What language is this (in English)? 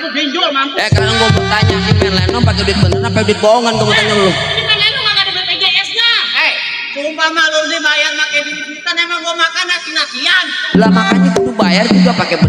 Betawi